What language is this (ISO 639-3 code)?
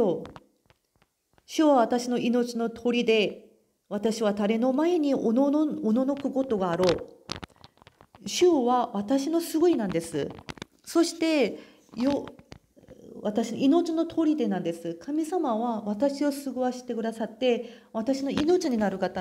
jpn